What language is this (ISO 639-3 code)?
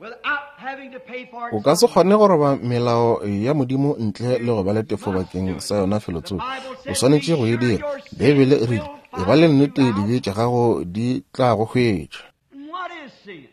nso